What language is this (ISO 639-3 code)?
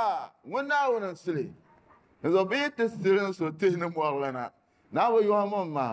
dag